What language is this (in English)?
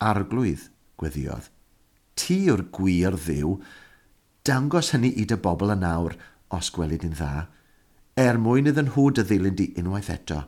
Welsh